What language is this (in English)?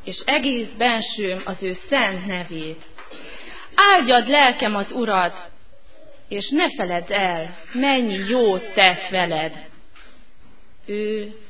Hungarian